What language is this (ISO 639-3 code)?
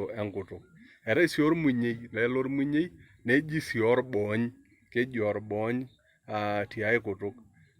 mas